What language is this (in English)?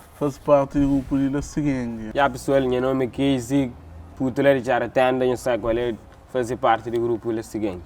Kabuverdianu